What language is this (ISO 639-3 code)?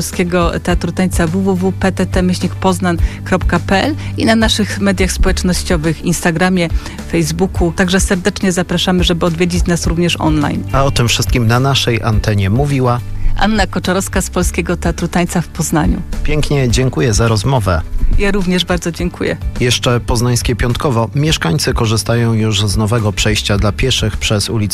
pol